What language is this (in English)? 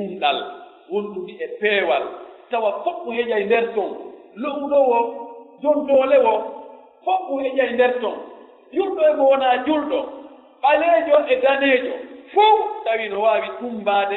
Pular